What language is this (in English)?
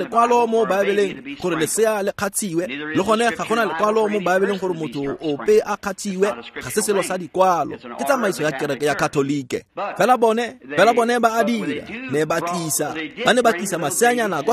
Tswana